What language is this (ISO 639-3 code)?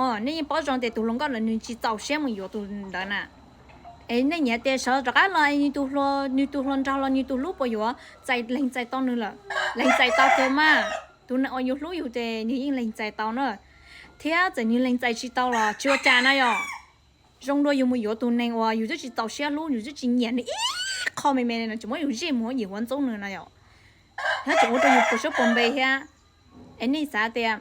hmn